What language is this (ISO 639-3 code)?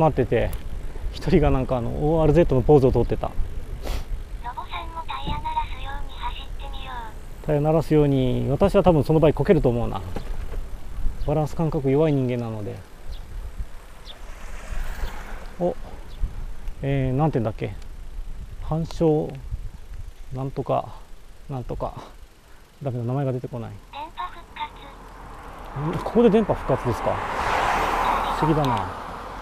jpn